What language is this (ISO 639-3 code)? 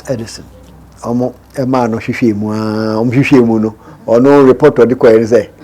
aka